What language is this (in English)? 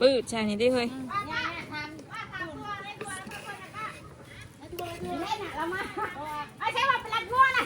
Northeastern Thai